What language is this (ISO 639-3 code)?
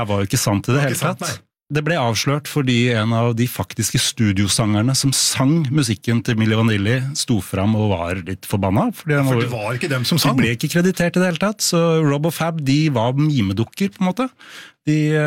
nor